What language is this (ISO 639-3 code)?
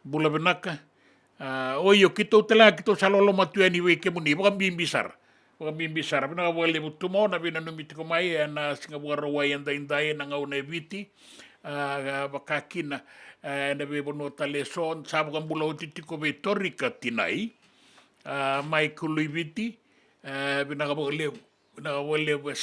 fij